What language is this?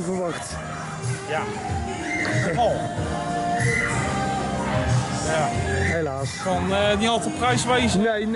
Dutch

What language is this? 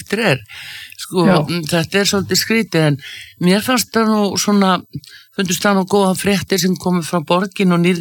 Icelandic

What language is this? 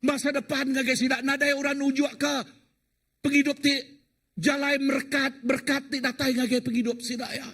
Iban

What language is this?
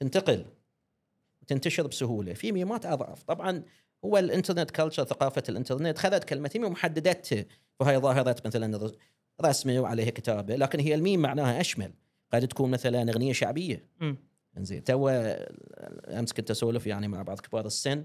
Gulf Arabic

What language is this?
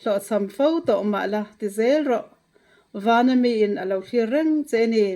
Mizo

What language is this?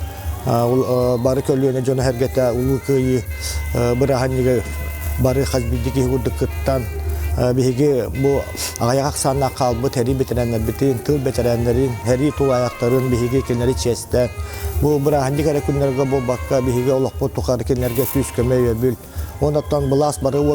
Yakut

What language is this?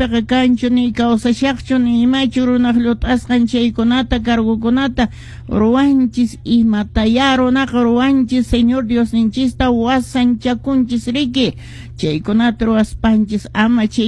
Quechua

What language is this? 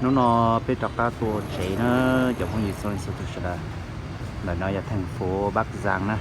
Hmong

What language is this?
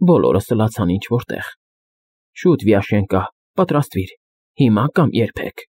Armenian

